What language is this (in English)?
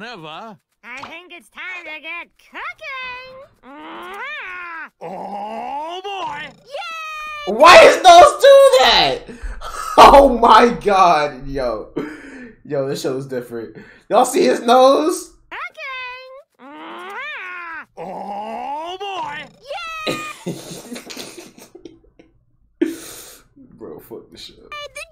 English